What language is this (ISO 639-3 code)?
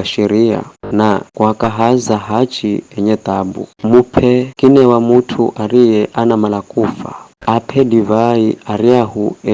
nyf